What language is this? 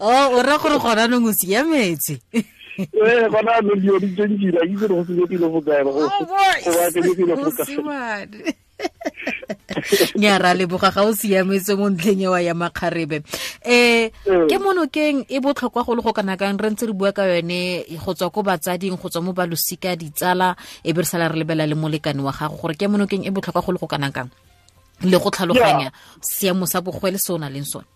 Tswana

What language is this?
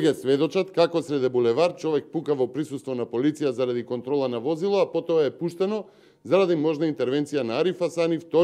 Macedonian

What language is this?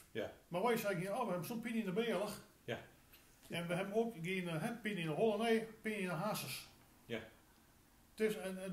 Gronings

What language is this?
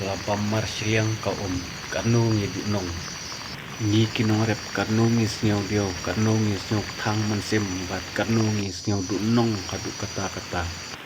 Khasi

